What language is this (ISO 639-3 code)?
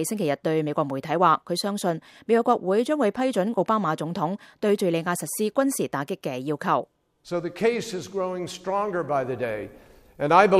yue